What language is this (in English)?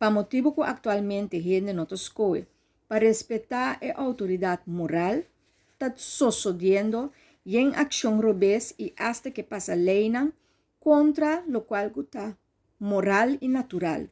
Papiamento